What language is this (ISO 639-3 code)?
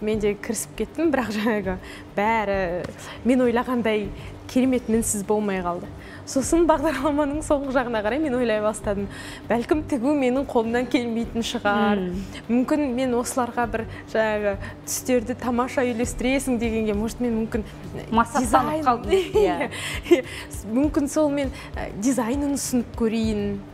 kaz